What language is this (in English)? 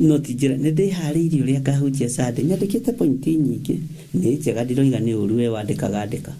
Kikuyu